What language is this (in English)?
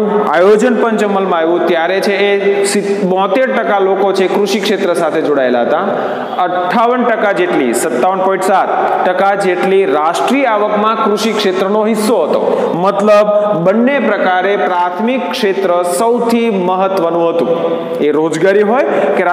Gujarati